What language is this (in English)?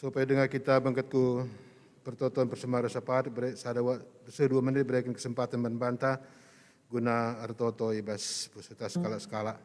Batak Karo